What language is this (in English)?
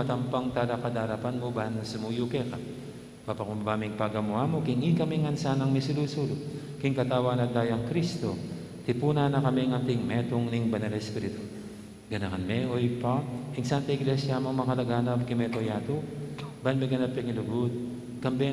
Pampanga